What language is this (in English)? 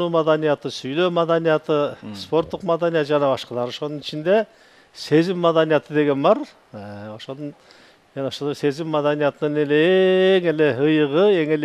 Kyrgyz